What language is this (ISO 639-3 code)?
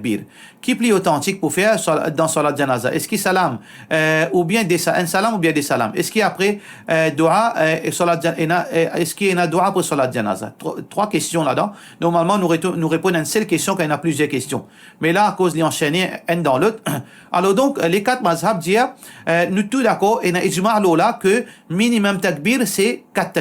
mfe